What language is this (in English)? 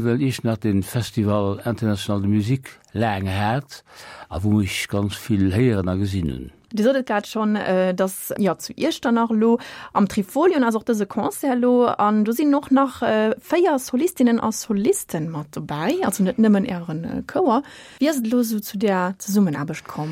Luxembourgish